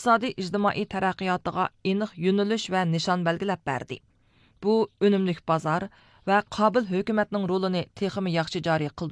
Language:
Uyghur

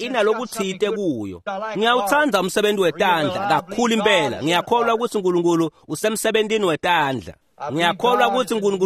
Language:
Swati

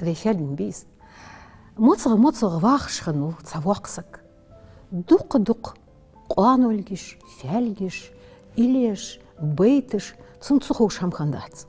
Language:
Ingush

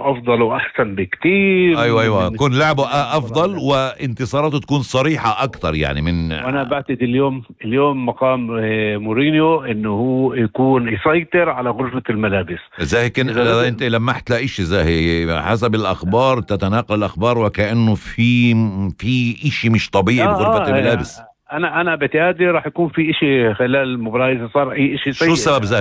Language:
North Levantine Arabic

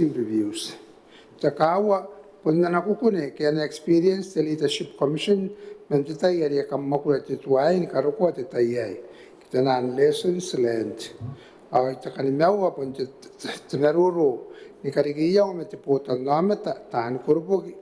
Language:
Gilbertese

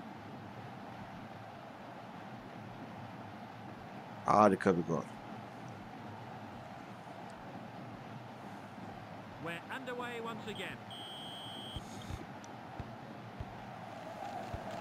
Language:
Turkish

